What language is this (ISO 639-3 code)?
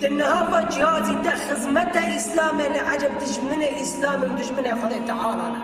kur